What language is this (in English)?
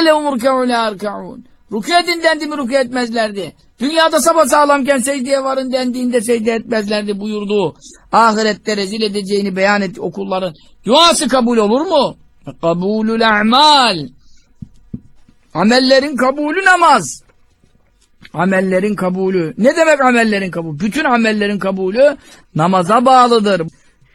Turkish